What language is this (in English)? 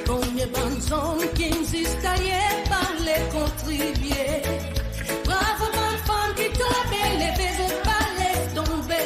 Seselwa Creole French